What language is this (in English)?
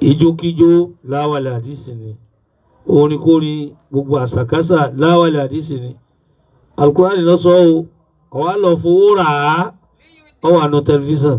Yoruba